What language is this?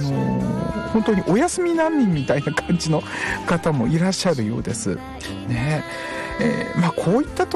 Japanese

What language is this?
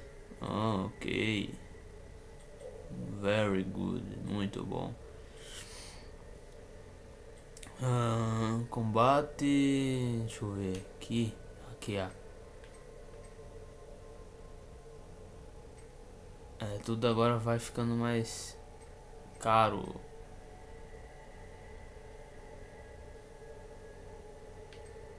Portuguese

